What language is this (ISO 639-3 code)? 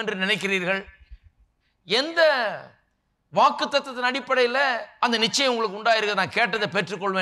tam